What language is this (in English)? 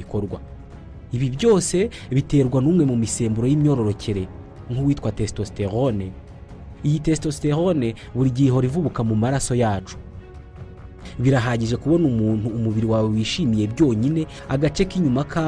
Kinyarwanda